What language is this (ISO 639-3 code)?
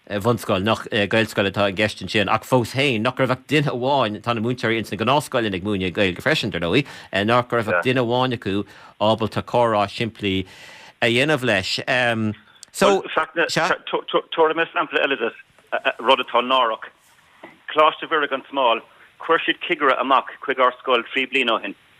gle